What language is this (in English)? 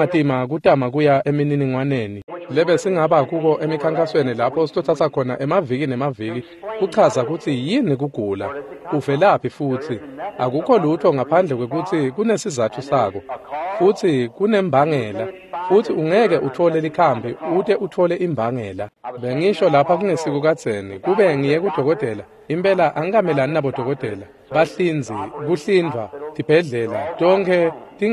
Swati